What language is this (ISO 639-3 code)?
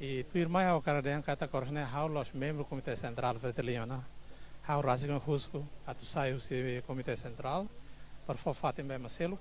tet